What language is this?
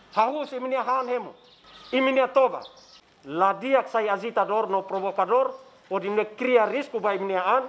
Tetum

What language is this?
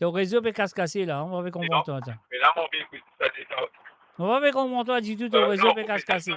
Morisyen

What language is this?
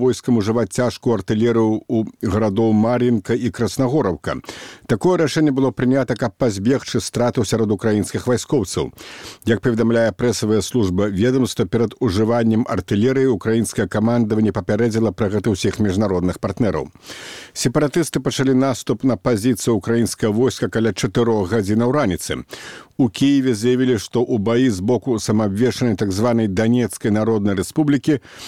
Belarusian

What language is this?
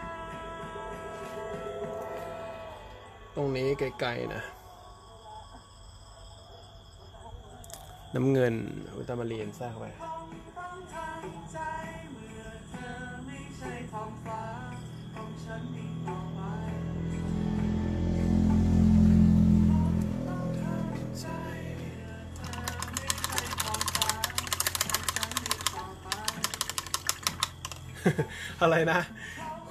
Thai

